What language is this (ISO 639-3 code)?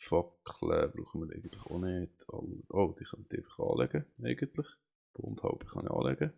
gsw